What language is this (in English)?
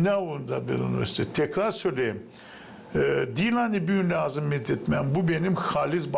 Gagauz